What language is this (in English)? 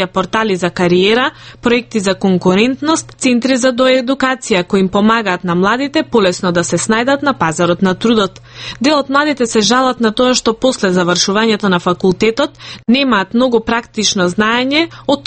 Macedonian